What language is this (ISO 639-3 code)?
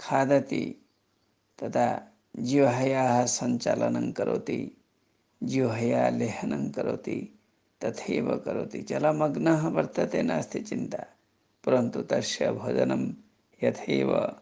san